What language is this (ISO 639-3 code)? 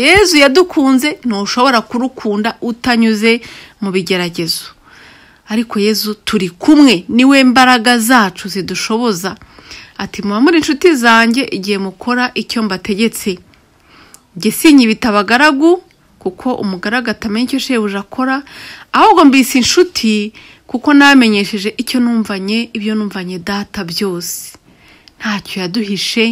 kin